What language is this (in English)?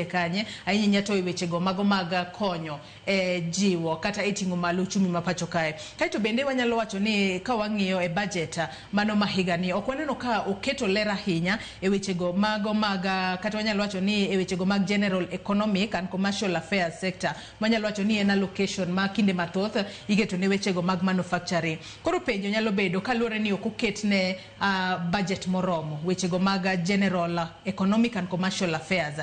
Luo (Kenya and Tanzania)